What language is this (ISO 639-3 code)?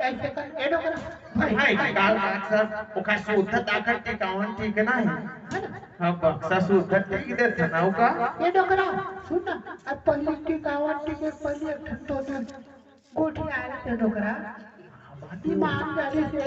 hne